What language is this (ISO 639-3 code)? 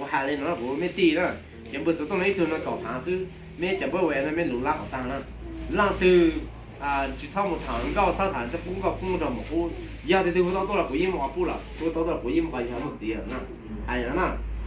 hmn